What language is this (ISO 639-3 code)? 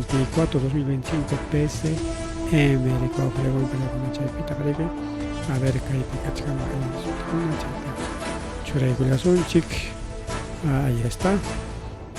quy